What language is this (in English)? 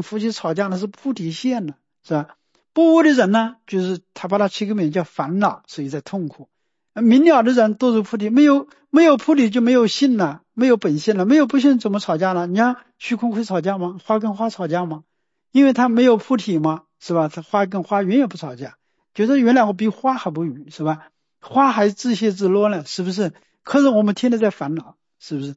Chinese